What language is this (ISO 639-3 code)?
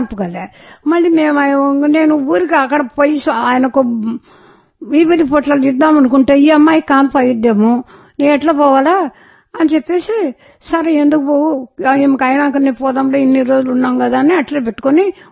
tel